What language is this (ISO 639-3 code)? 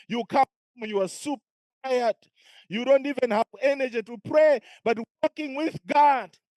eng